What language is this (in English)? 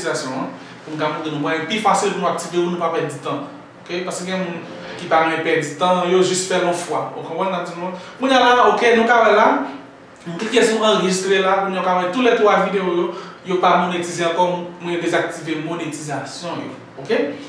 Haitian Creole